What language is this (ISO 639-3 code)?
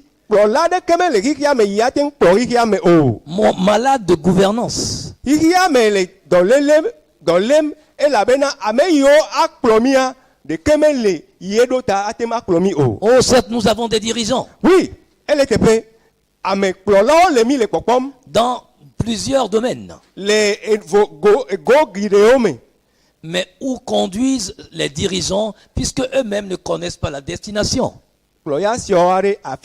ewe